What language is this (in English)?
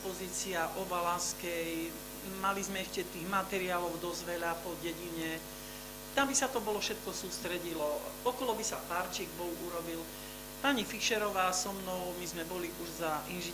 Slovak